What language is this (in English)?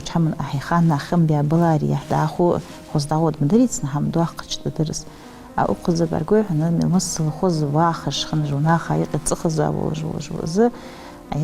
Ingush